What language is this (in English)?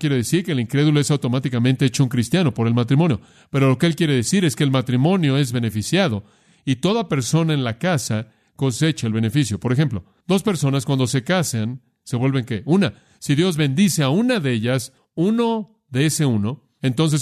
Spanish